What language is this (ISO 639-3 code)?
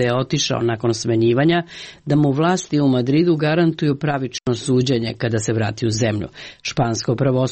srp